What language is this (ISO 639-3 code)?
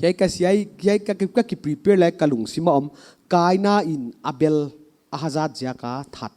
pck